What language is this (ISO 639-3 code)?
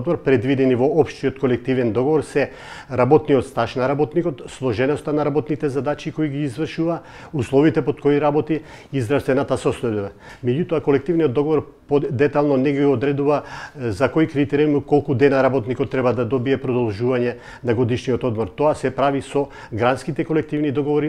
mkd